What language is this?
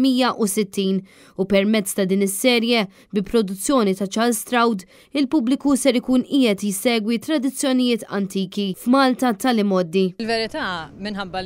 Maltese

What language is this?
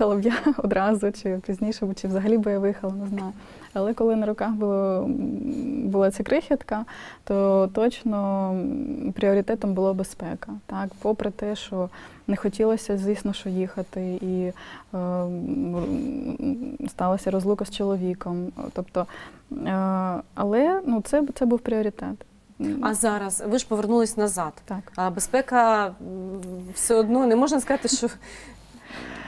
Ukrainian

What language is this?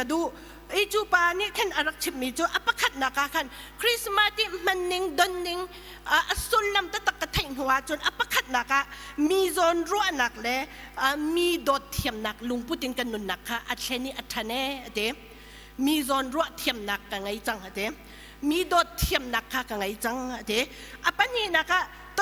Hakha Chin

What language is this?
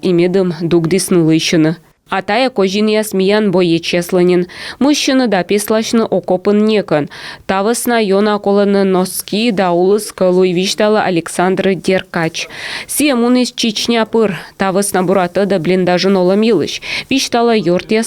Komi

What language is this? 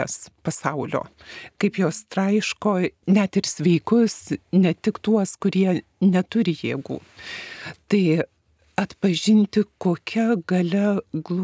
Lithuanian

